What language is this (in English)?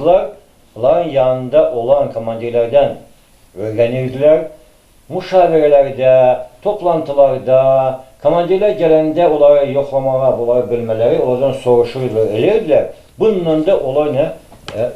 Azerbaijani